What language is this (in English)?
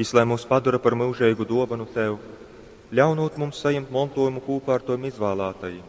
Latgalian